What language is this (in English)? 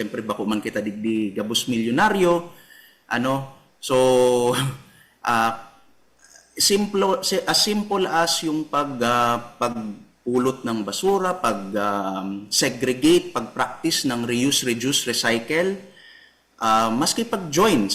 Bikol